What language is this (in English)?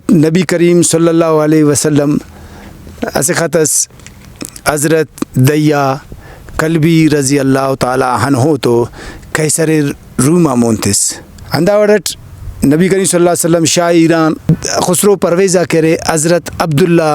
Brahui